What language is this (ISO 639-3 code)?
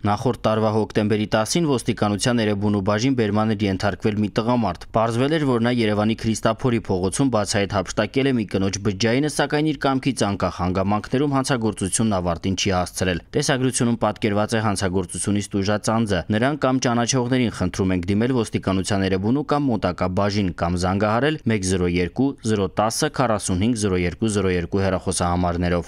hye